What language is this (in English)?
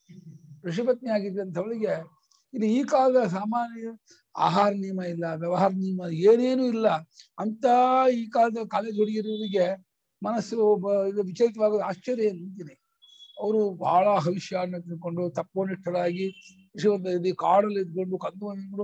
Kannada